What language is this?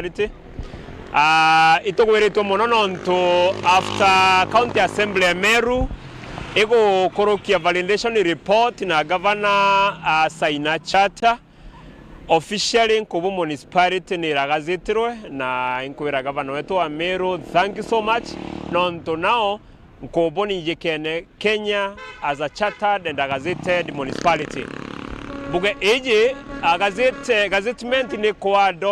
Meru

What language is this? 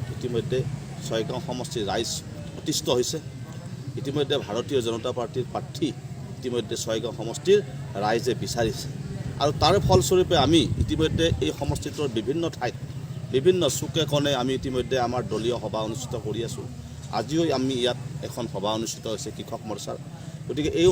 Assamese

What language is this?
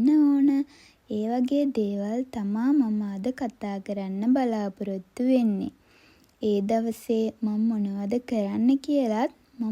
Sinhala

